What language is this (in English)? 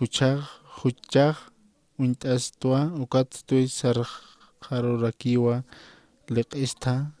Aymara